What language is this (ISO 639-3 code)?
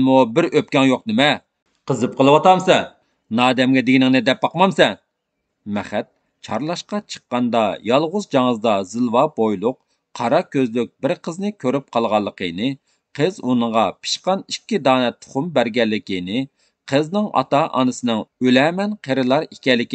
uig